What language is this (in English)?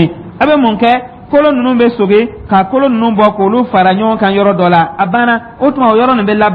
Dyula